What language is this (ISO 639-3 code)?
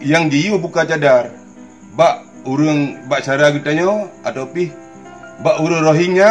ace